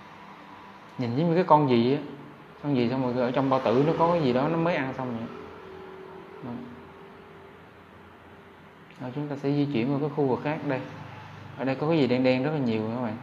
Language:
Vietnamese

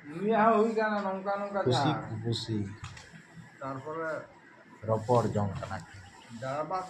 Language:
Santali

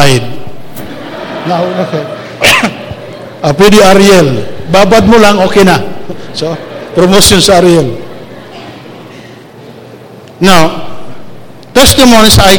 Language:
Filipino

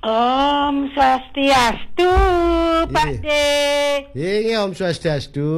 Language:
Balinese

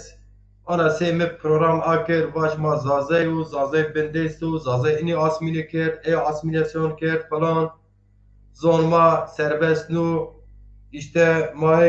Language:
Zaza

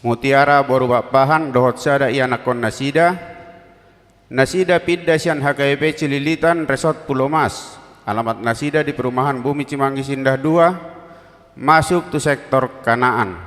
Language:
Batak Toba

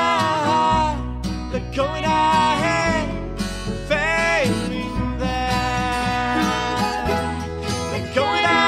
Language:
English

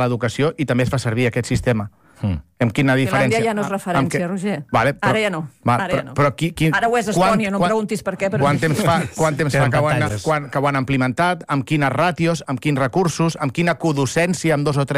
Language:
Catalan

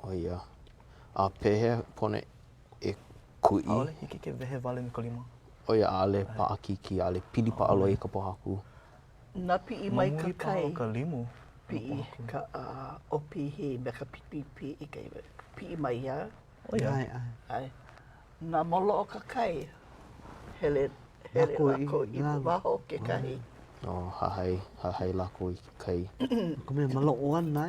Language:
Hawaiian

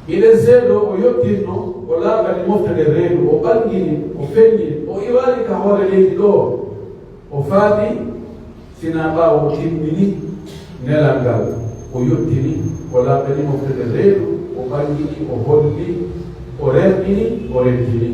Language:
Pular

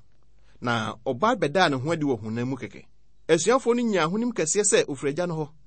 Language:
Akan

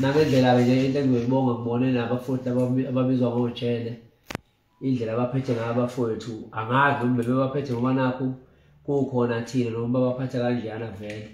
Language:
Zulu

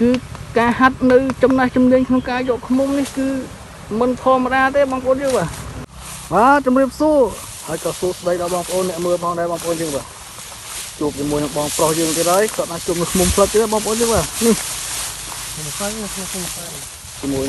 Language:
Khmer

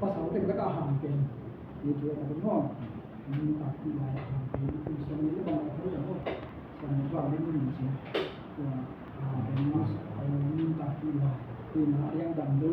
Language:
Tedim Chin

